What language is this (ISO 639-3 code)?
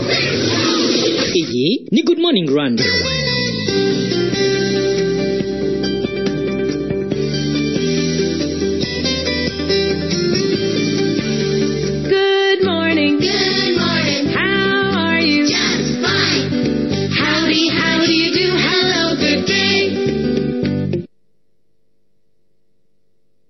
kin